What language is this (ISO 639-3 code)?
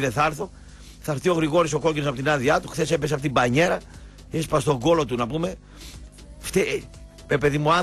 ell